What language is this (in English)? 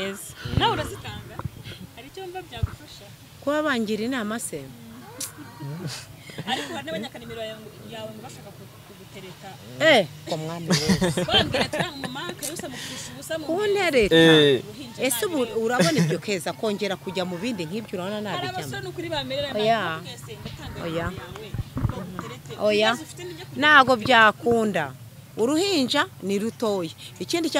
Kinyarwanda